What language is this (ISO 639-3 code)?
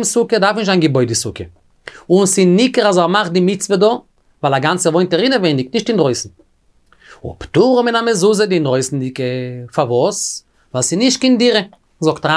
yid